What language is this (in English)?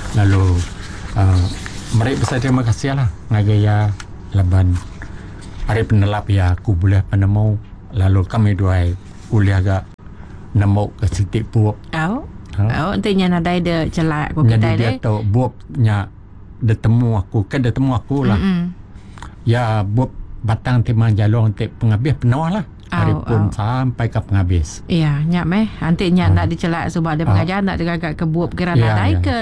Iban